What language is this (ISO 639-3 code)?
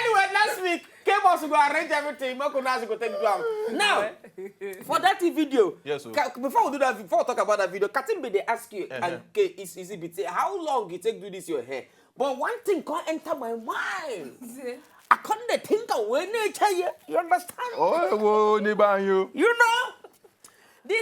pcm